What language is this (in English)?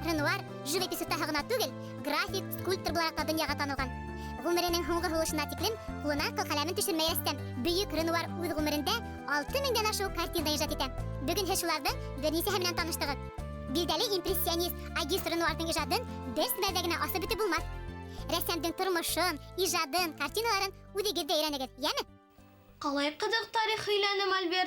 Bashkir